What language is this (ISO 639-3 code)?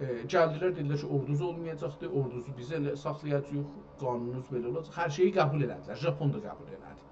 azb